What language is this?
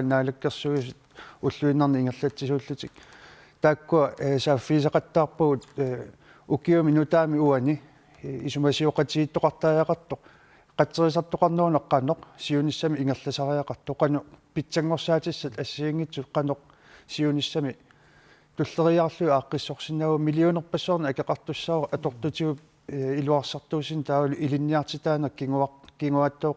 Kalaallisut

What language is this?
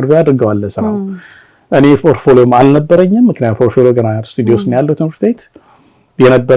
Amharic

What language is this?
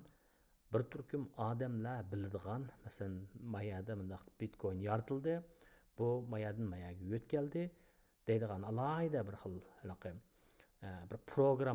Uyghur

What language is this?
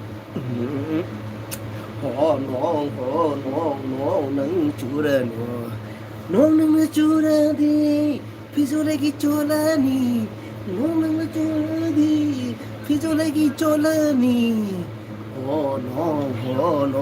Manipuri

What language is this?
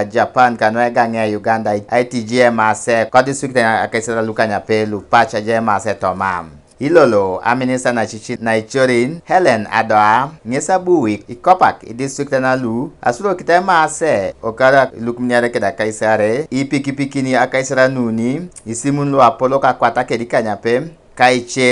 Teso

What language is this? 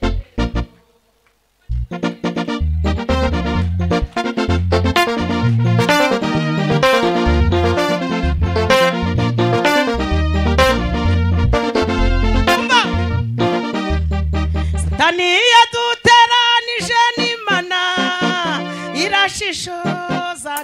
Kinyarwanda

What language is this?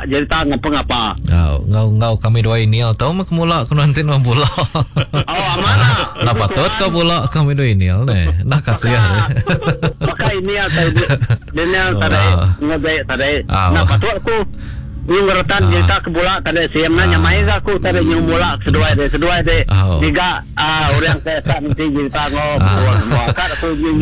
Malay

